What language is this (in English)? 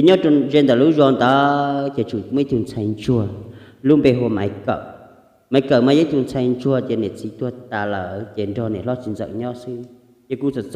Hmong